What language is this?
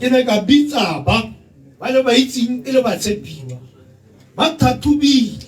Tswana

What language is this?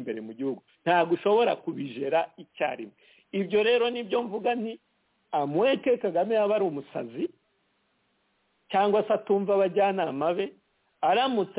Kinyarwanda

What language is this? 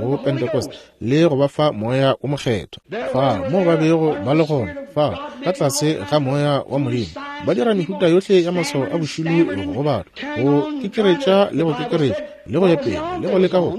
Northern Sotho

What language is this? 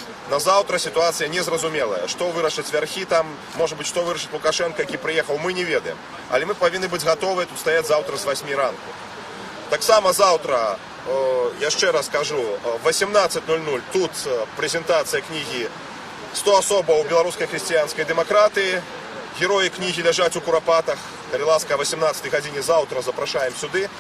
Belarusian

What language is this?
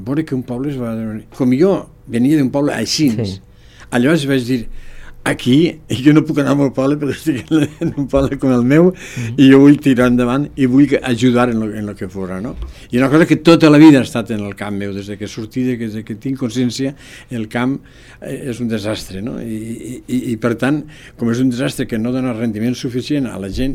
Catalan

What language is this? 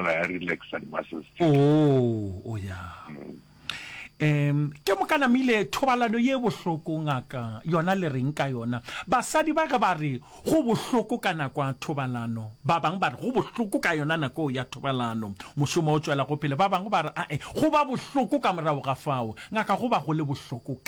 Northern Sotho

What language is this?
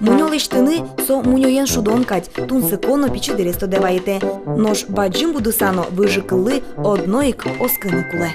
Udmurt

